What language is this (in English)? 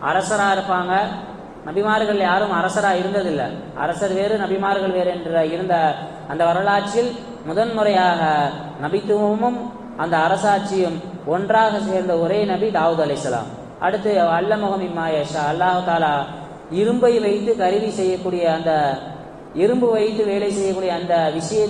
Tamil